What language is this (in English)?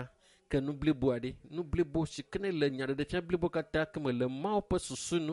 Ewe